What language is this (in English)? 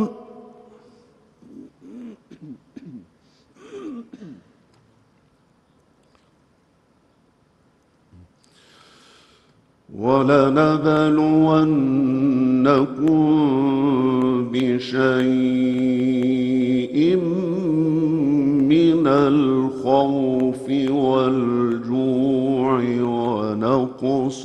Arabic